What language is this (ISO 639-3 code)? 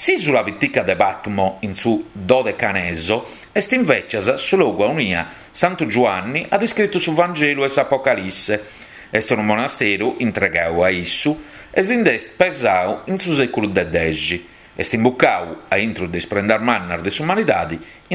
srd